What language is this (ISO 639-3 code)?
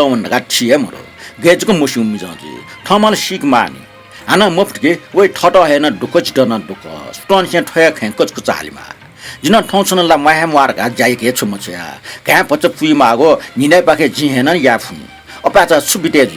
new